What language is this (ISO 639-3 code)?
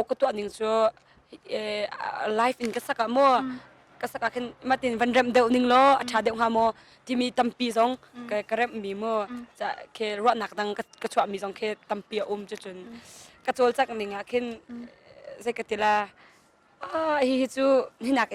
cnh